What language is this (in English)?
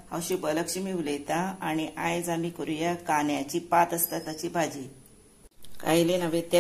Konkani